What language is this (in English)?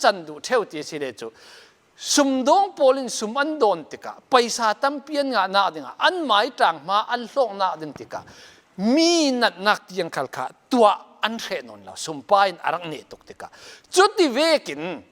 Falam Chin